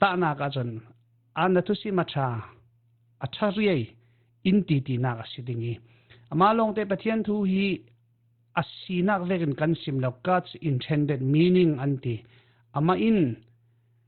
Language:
Falam Chin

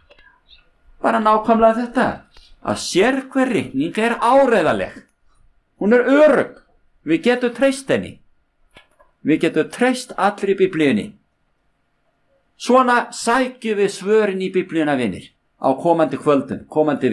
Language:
Icelandic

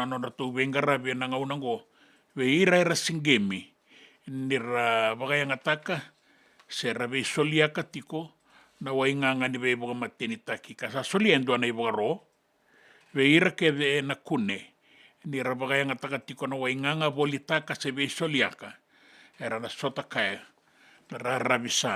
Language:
Fijian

